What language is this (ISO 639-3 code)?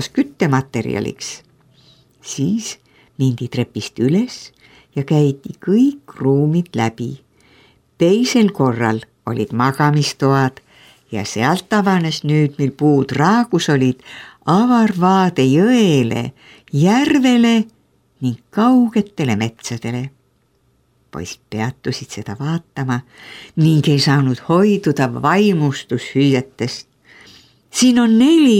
est